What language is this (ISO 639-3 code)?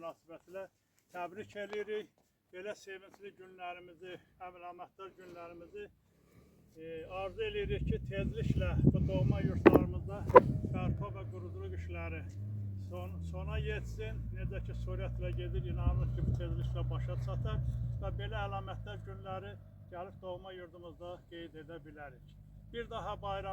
aze